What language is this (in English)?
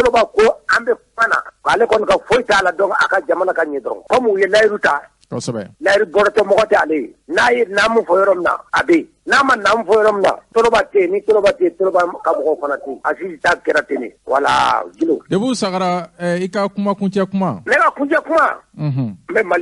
Bambara